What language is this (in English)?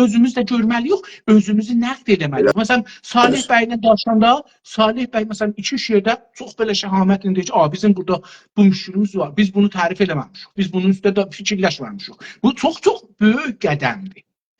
South Azerbaijani